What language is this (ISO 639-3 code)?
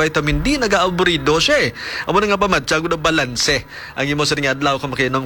hil